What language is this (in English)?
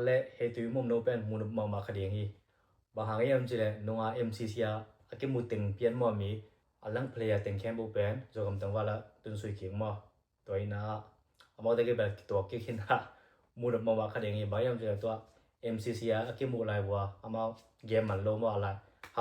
Tedim Chin